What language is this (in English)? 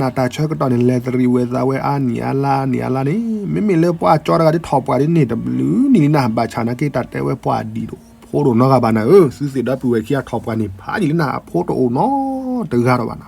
S'gaw Karen